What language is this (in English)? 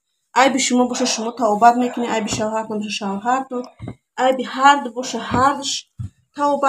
Tajik